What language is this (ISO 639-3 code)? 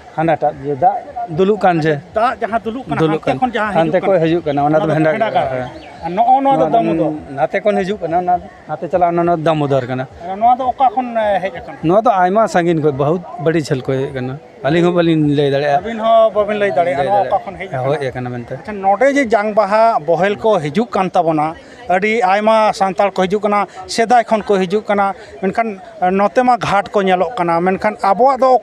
sat